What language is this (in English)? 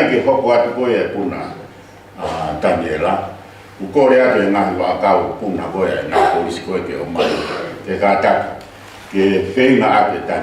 Tongan